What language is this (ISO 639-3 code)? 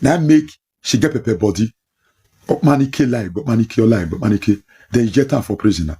pcm